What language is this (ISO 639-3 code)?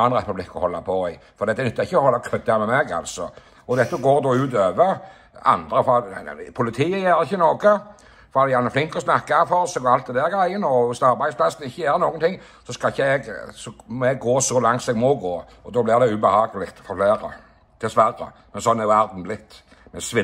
nor